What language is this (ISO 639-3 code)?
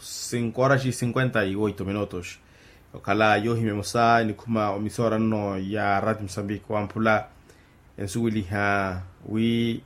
vmw